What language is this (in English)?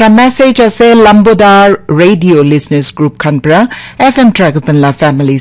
Naga Pidgin